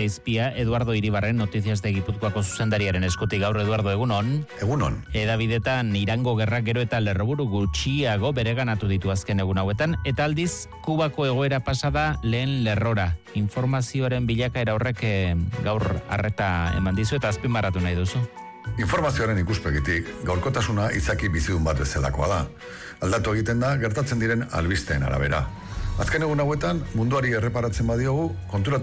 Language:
Basque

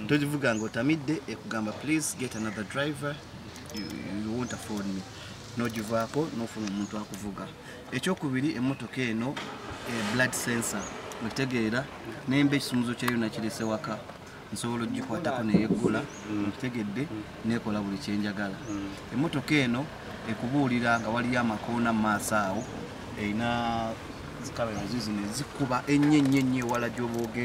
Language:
Ganda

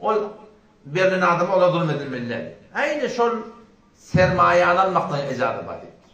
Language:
Turkmen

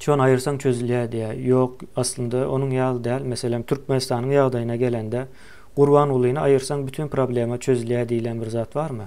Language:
Turkmen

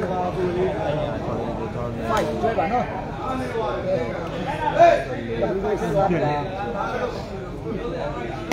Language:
Burmese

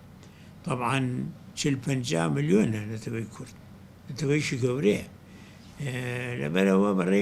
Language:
Central Kurdish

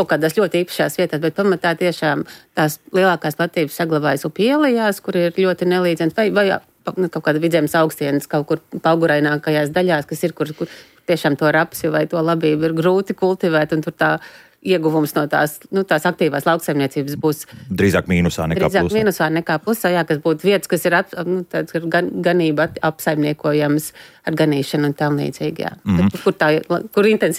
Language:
Latvian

